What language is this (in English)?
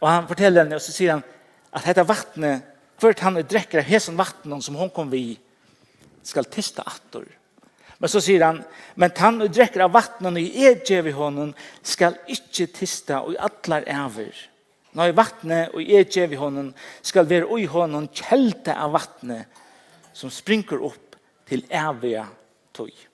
Faroese